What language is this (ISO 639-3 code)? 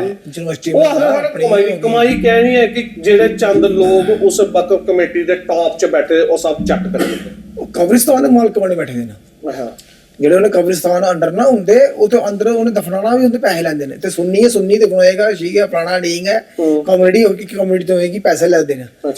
doi